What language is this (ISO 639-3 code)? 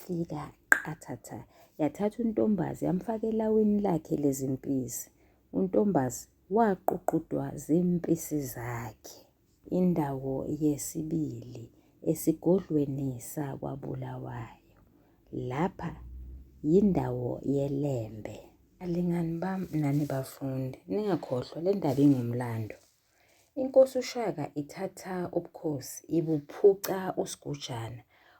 zul